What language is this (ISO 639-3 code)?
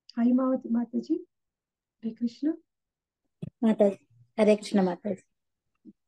tel